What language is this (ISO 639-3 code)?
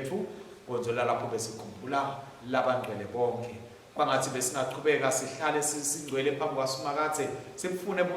ssw